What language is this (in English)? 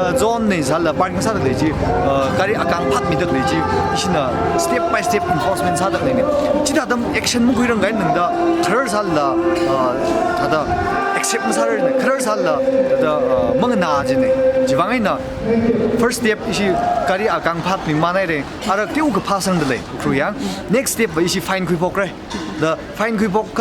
Tangkhul Naga (India)